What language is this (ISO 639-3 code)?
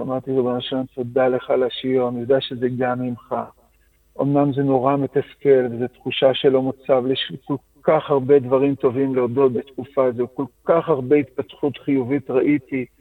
heb